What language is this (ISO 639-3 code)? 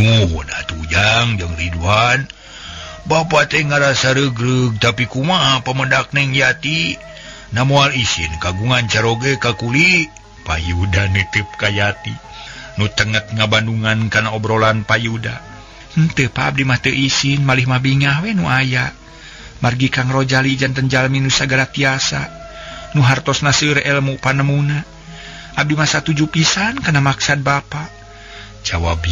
sun